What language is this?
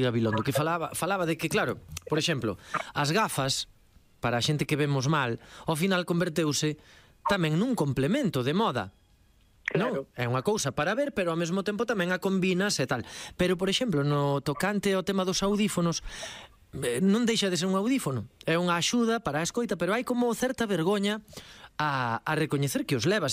Galician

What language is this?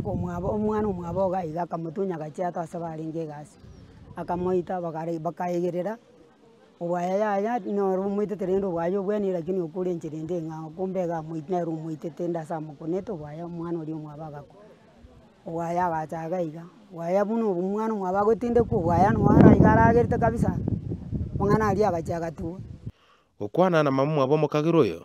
Gusii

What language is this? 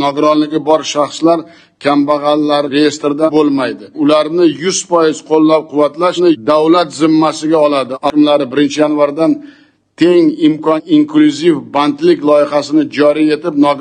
Uzbek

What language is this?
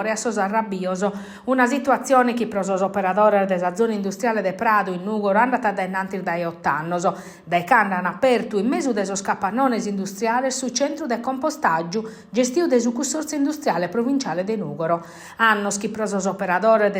Sardinian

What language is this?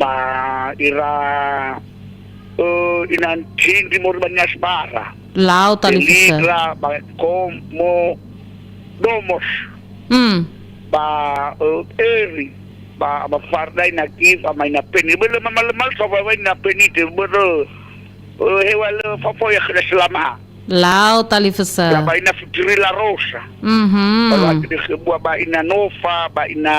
Nias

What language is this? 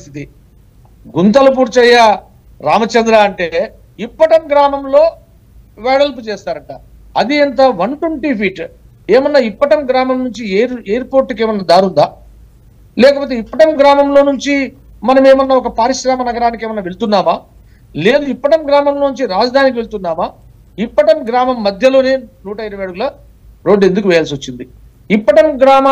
Telugu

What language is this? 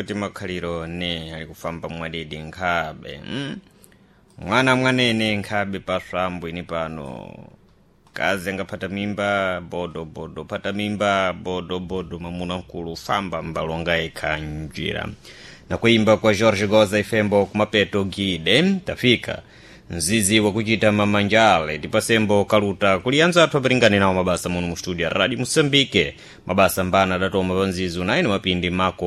Sena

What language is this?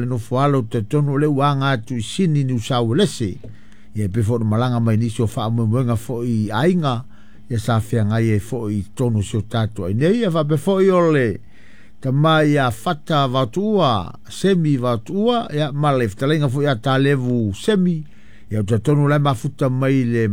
Samoan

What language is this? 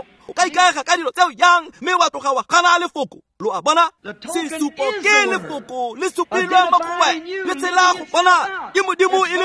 Tswana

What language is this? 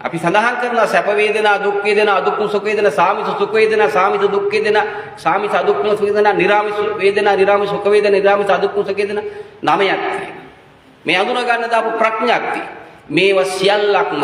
Sinhala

